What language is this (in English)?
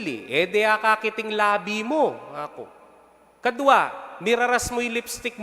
Pampanga